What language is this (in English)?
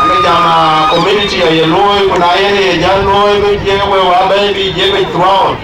Dinka